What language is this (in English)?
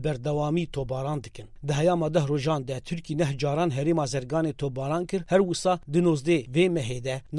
Kurdish